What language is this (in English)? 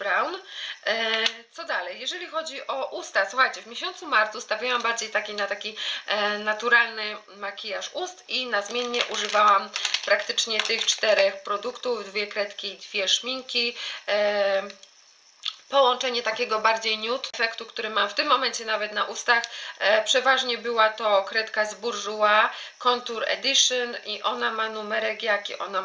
Polish